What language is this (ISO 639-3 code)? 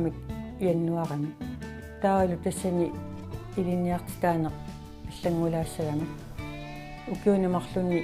kal